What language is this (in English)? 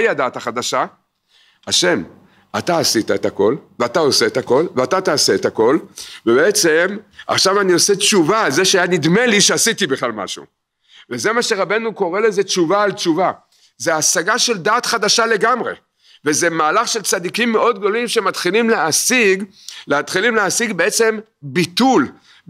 Hebrew